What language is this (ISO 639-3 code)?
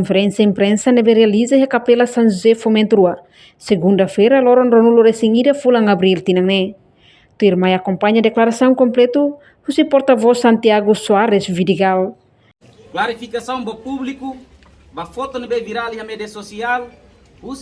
tet